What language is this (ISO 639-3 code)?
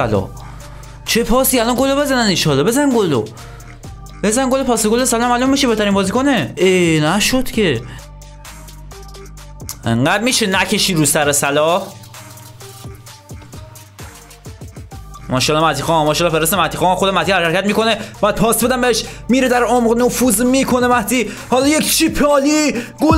fas